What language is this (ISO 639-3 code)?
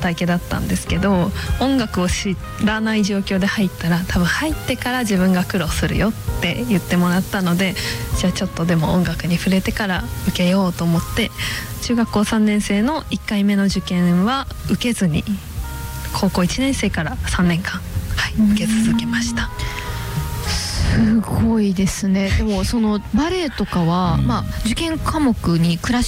jpn